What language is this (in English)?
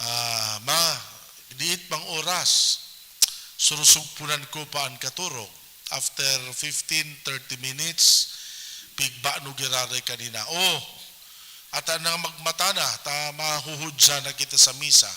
Bikol